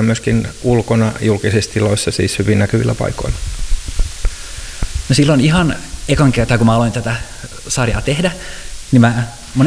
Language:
Finnish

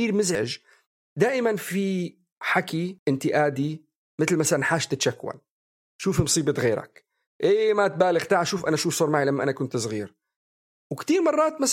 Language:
North Levantine Arabic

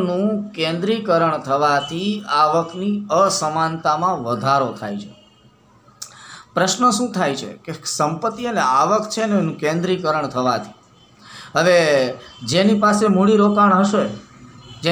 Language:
Gujarati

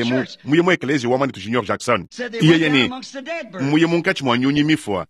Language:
Luba-Lulua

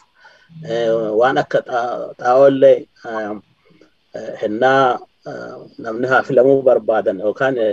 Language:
Oromo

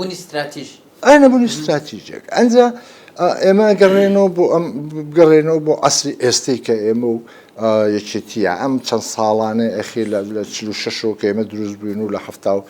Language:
Central Kurdish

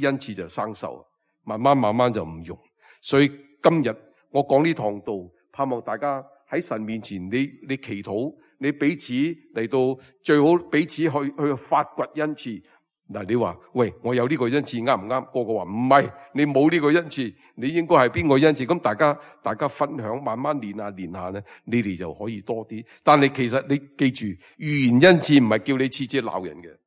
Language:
Cantonese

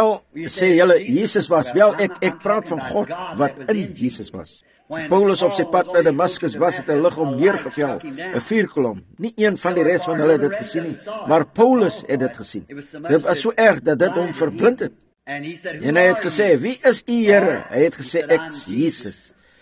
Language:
Afrikaans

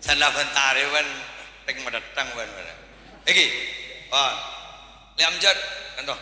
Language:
Madurese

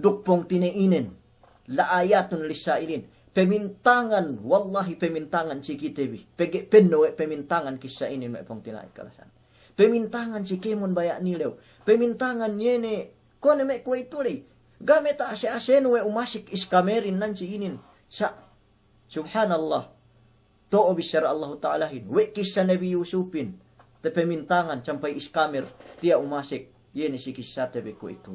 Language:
Yakan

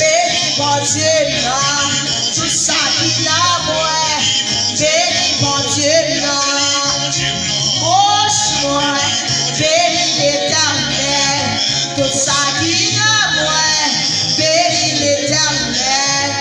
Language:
Haitian Creole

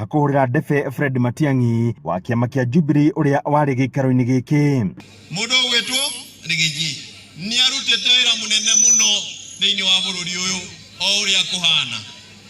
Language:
Kikuyu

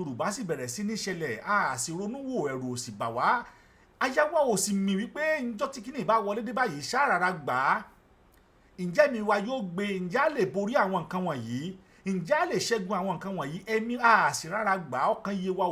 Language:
Yoruba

